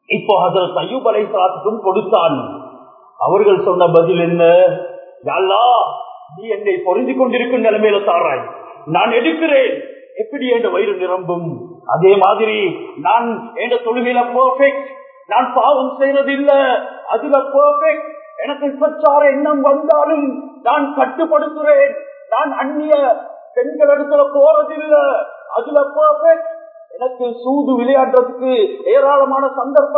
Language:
Tamil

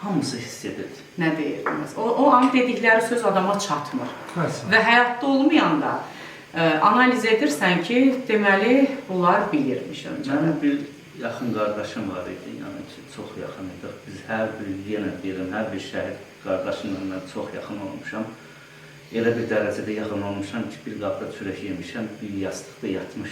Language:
Azerbaijani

